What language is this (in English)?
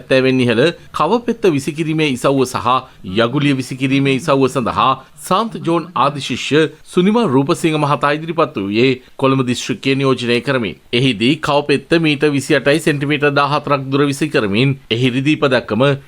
Sinhala